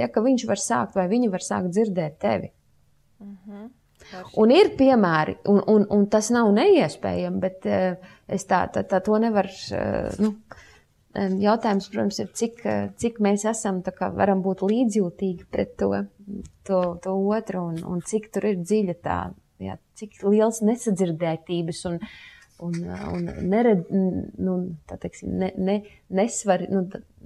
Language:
Latvian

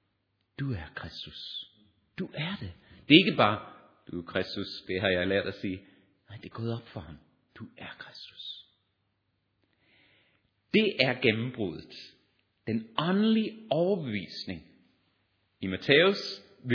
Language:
Danish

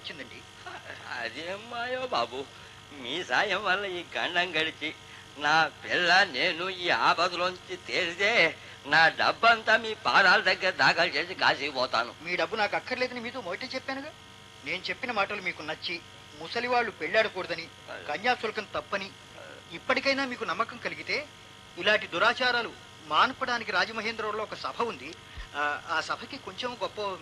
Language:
Telugu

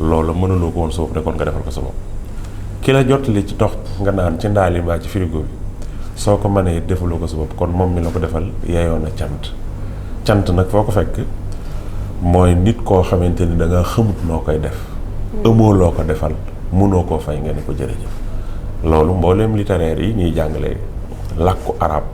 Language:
Wolof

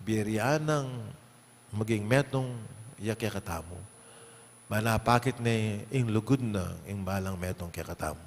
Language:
Pampanga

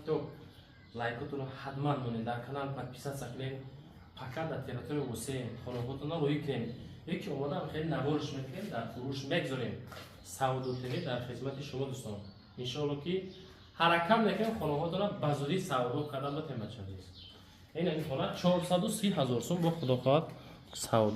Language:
Tajik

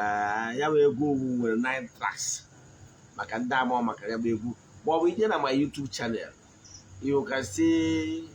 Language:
Igbo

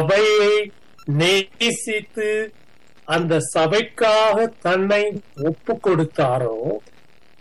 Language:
Tamil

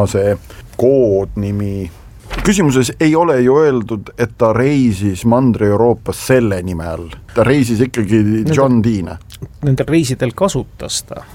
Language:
Estonian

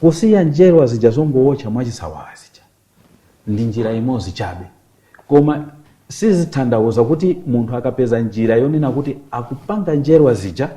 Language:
Nyanja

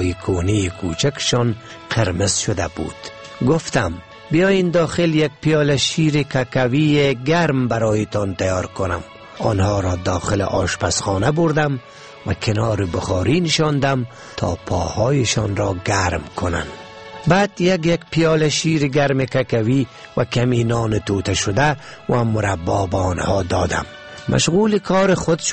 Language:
Persian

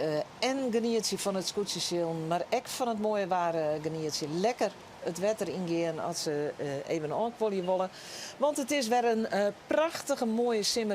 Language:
Western Frisian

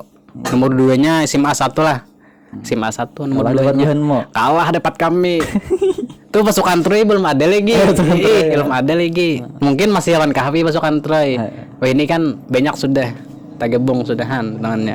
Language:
Banjar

